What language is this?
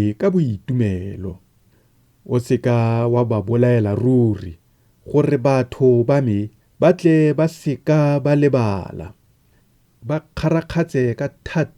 Tswana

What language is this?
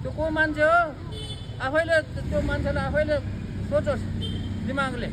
Nepali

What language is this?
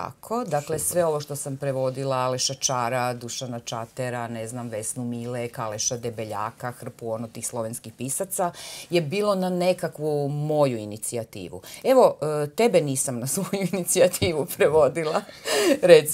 Croatian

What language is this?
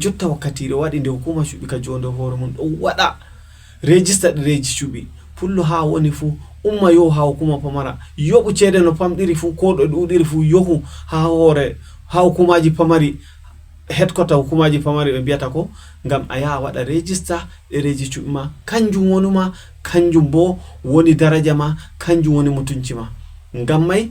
Fula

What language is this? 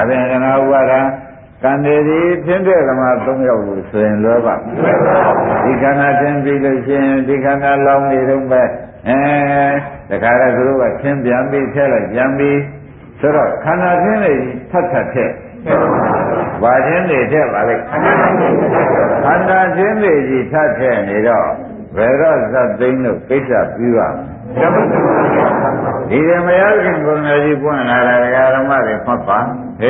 Burmese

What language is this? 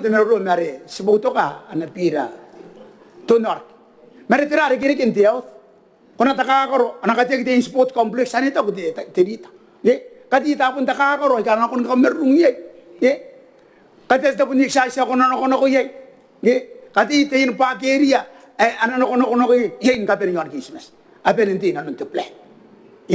Gilbertese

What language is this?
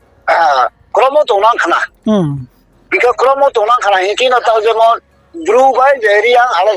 Riang (India)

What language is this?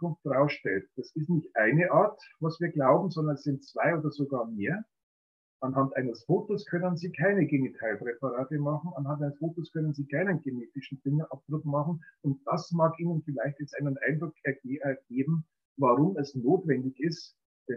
German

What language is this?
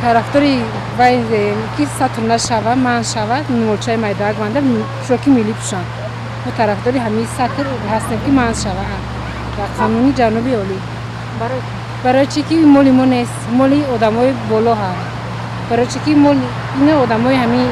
Tajik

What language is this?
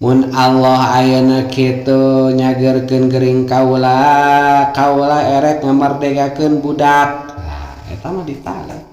Sundanese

